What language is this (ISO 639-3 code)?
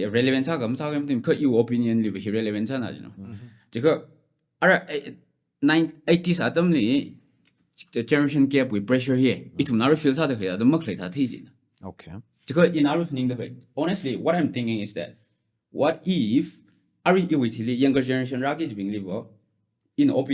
nmf